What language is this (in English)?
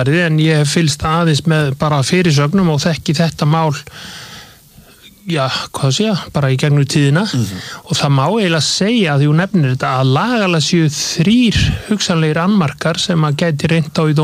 Icelandic